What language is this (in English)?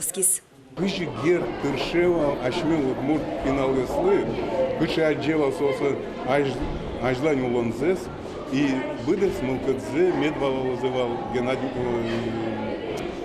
Udmurt